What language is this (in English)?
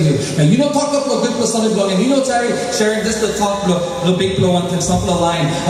Tok Pisin